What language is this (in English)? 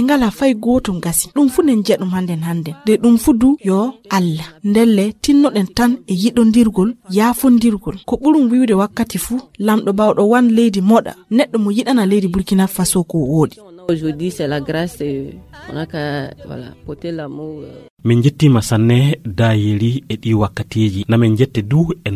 Fula